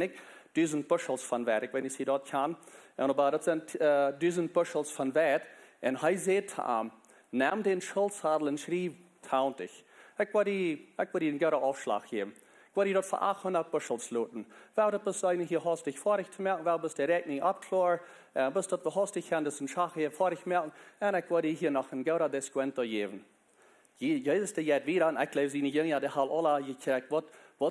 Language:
Plautdietsch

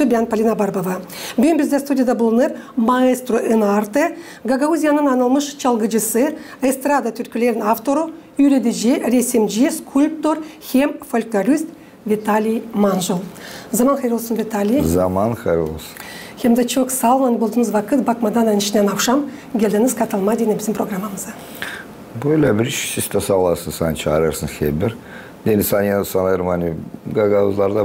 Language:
Gagauz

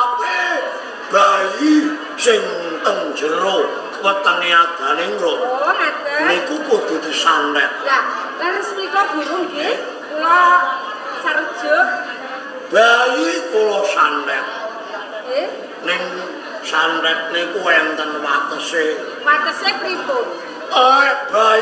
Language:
Javanese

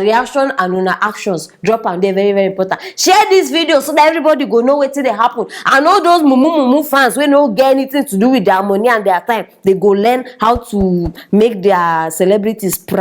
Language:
Nigerian Pidgin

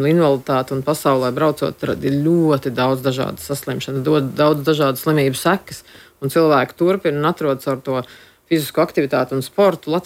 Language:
Latvian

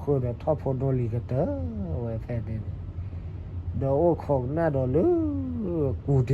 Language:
S'gaw Karen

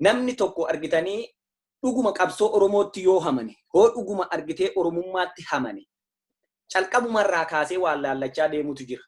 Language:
Oromo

